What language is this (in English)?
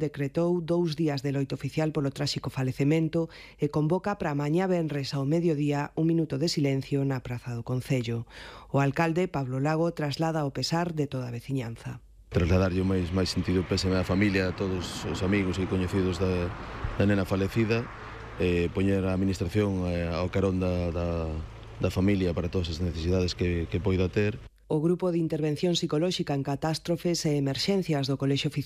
Galician